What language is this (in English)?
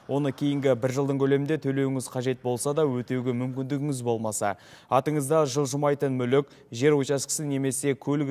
Kazakh